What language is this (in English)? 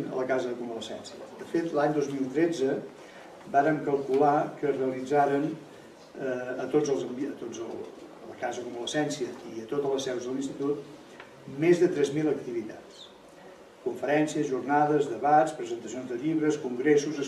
Catalan